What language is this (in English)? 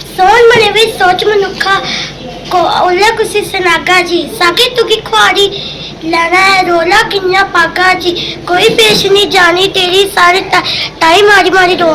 Dogri